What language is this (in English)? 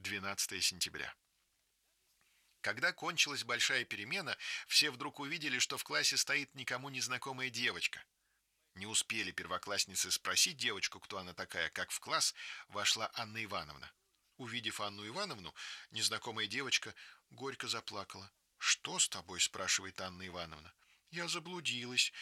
Russian